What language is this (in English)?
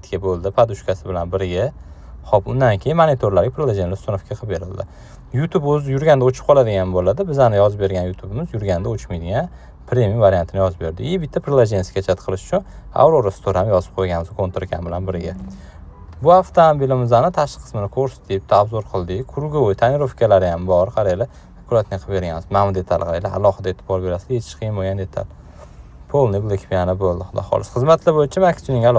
Uzbek